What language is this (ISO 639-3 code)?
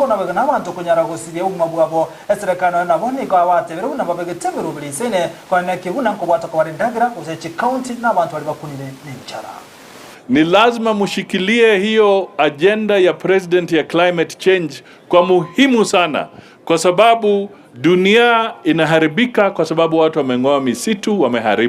guz